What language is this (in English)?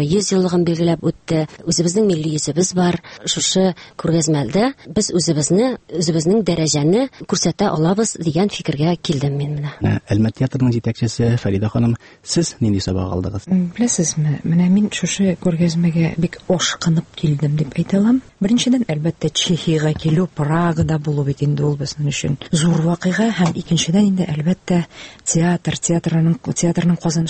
Tatar